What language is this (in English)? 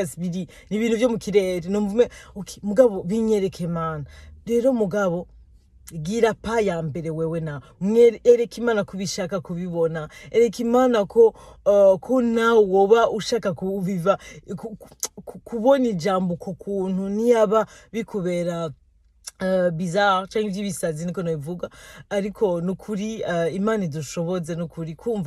Rundi